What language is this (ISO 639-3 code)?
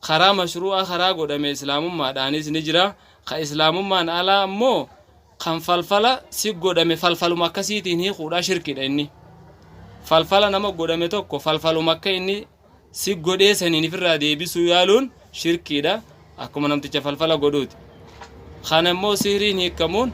orm